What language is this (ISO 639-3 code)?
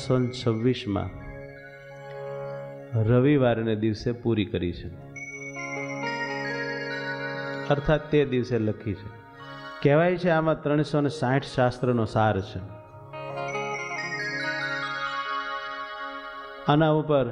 guj